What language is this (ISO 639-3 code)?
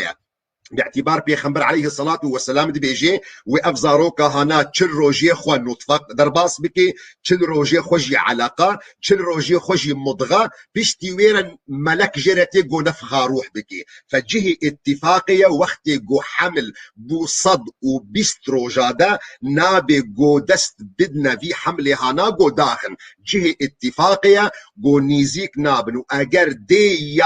kur